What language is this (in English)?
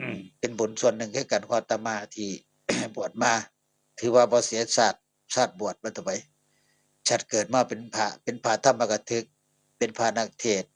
Northeastern Thai